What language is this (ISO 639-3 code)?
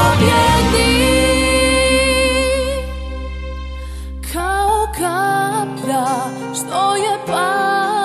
hrv